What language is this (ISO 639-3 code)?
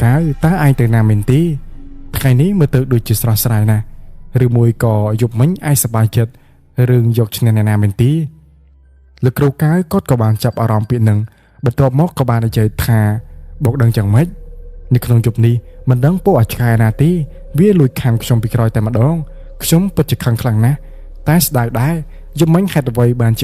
khm